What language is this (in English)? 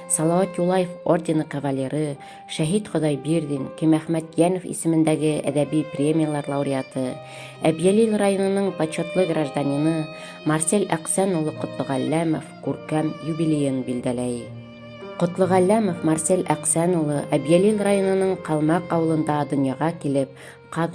Bashkir